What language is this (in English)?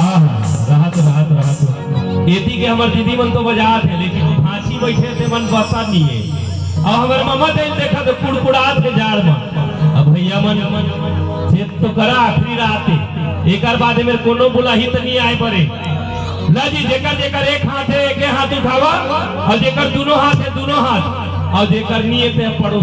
Chhattisgarhi